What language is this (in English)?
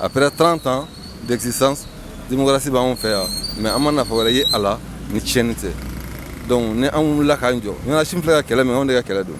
Bambara